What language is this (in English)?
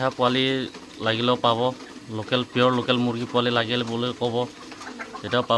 Assamese